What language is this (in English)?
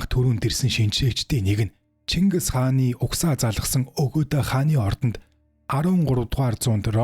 Mongolian